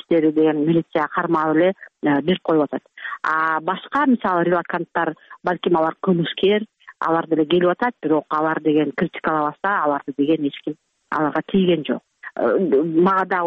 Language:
Kyrgyz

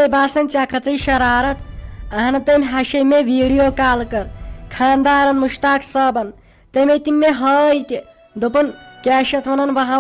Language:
Kashmiri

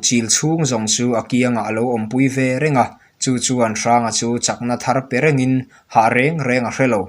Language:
Mizo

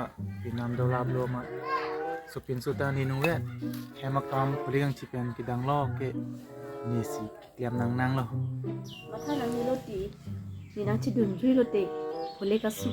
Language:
Karbi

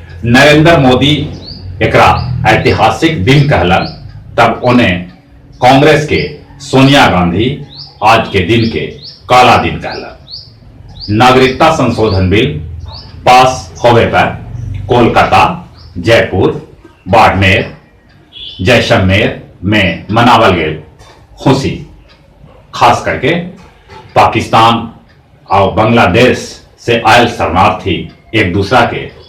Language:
Magahi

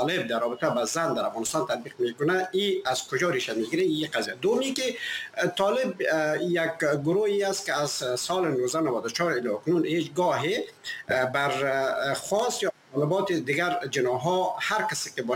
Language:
Persian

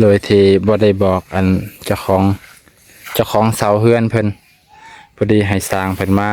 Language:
Lao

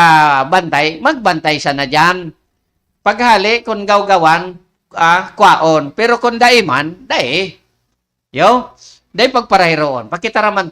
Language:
Bikol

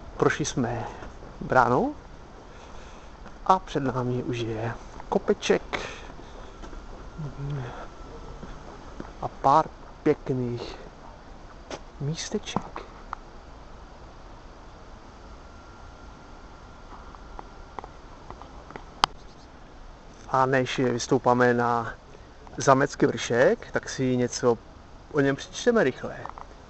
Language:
Czech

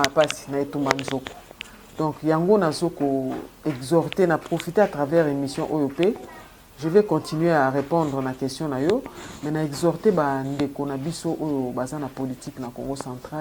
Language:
Lingala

